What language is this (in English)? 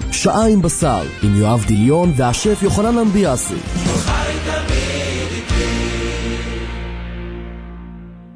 Hebrew